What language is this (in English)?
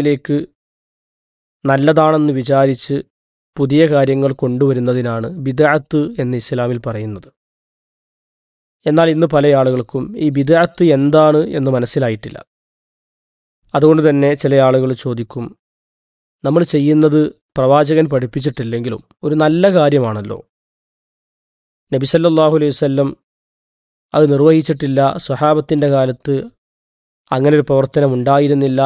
Malayalam